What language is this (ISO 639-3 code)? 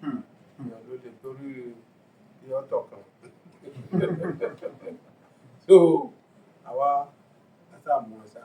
yor